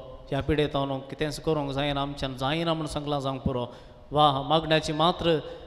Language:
Konkani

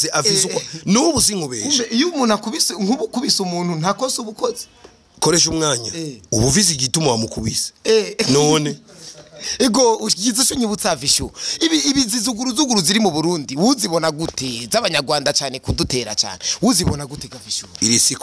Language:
Rundi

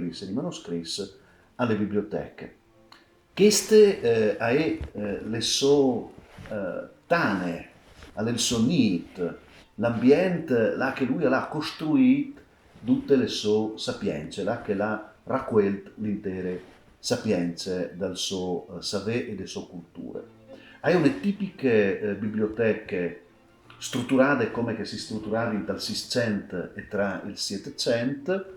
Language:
Friulian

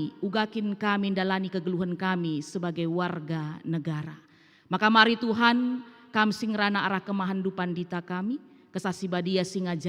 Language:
Batak Karo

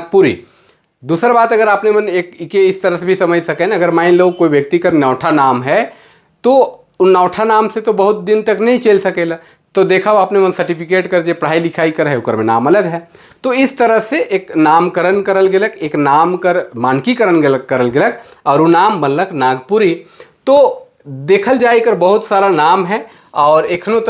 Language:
Sadri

